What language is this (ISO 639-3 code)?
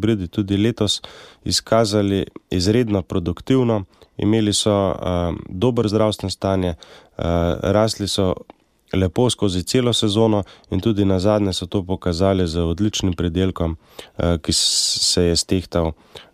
slv